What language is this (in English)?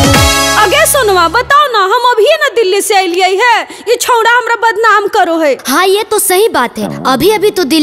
Magahi